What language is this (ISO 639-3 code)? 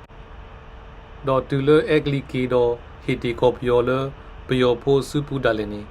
ksw